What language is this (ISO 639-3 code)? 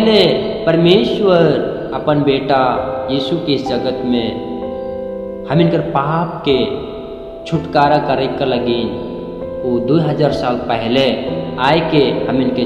sck